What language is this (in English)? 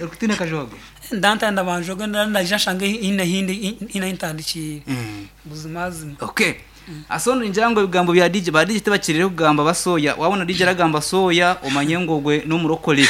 Nyankole